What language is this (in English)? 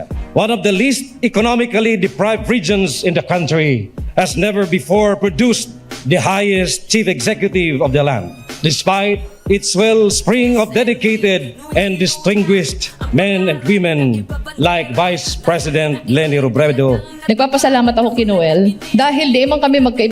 Bikol